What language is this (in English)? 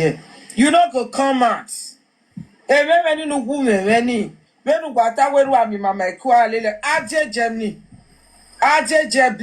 Nigerian Pidgin